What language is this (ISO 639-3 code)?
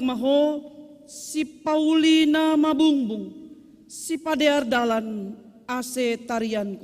bts